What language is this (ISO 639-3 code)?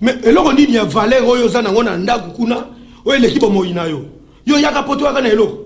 lin